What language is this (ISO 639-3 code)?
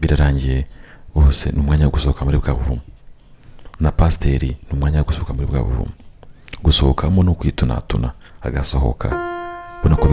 kin